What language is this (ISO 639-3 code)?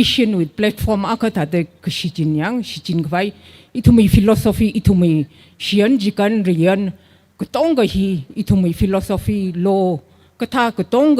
nmf